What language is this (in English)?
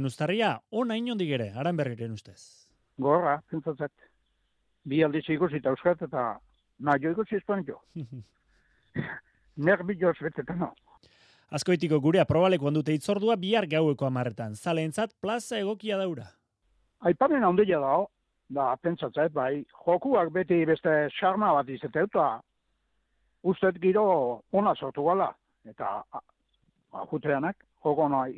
Basque